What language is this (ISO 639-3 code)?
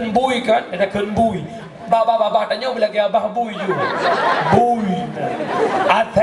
ace